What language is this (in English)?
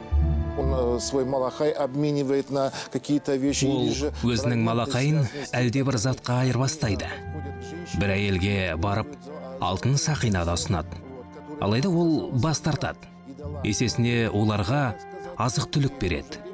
Kazakh